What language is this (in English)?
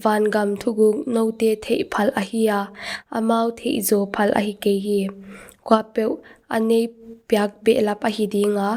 Paite Chin